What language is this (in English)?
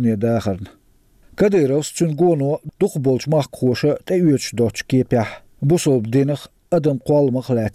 Chechen